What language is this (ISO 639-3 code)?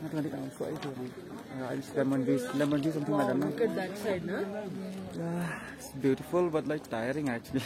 kha